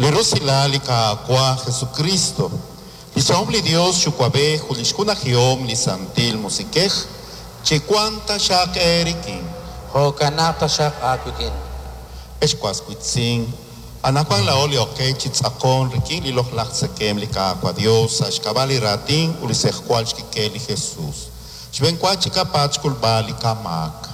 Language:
Kekchí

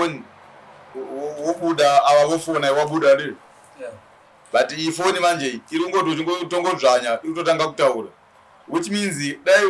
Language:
Shona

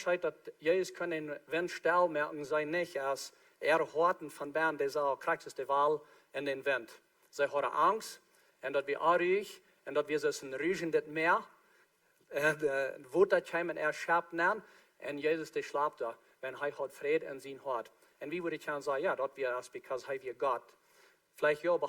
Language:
Plautdietsch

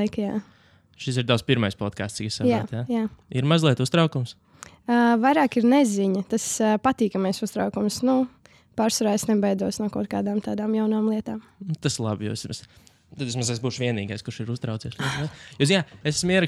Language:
Latvian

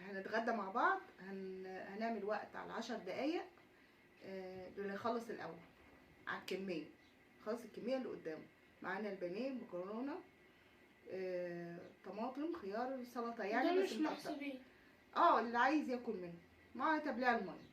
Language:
Egyptian Arabic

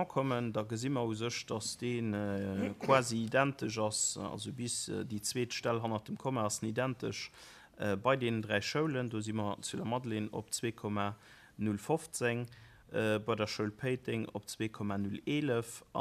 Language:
Luxembourgish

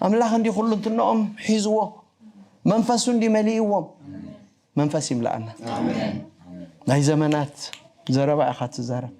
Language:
Tigrinya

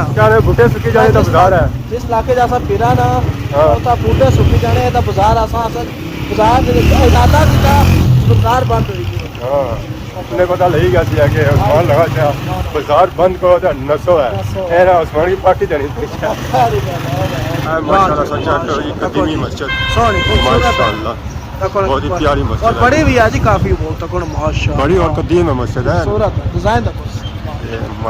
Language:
Pahari-Potwari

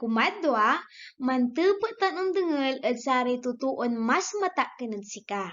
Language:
Pangasinan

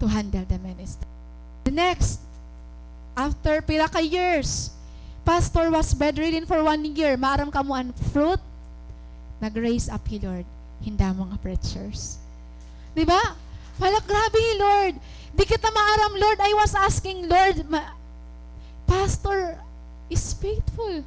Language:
Waray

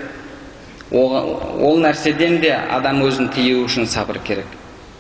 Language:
Kazakh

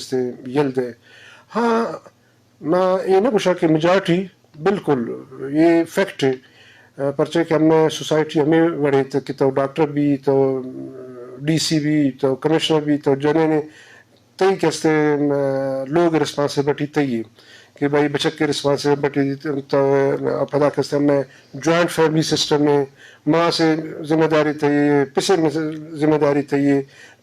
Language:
Baluchi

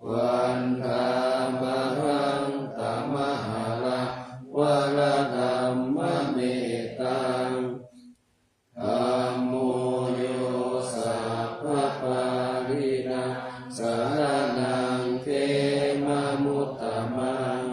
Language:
Pali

